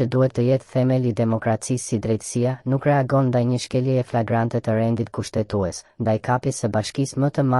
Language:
Albanian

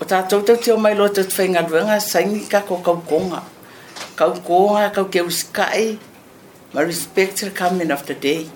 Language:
Samoan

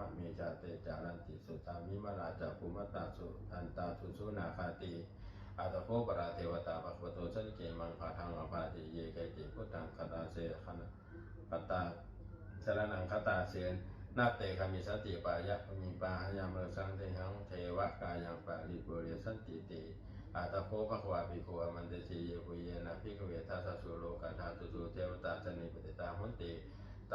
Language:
Pali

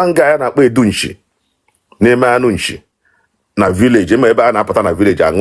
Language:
Igbo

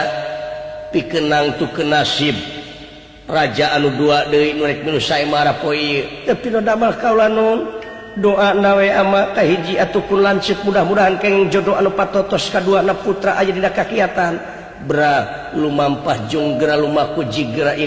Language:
Sundanese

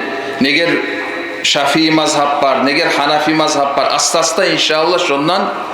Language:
Kumyk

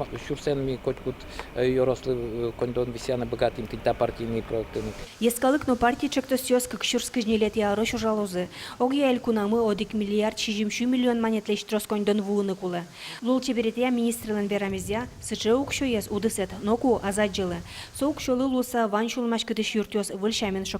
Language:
Udmurt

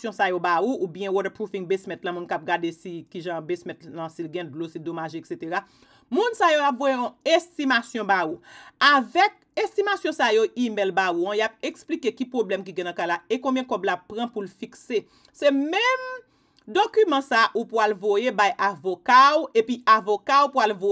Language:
Haitian Creole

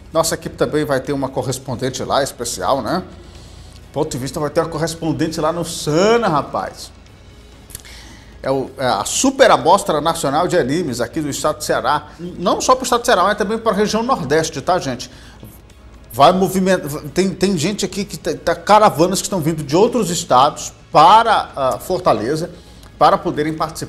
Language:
Portuguese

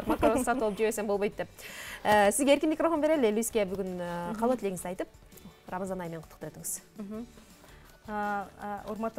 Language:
Kyrgyz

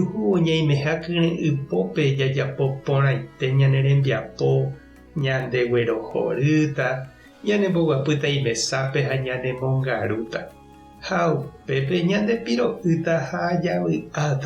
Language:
Guarani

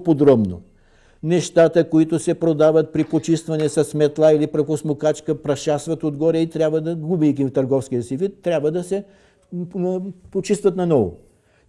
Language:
Bulgarian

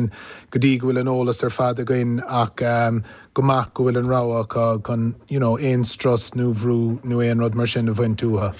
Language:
Irish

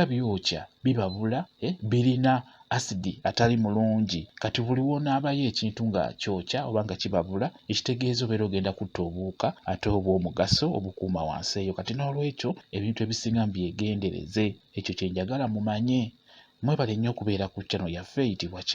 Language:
Ganda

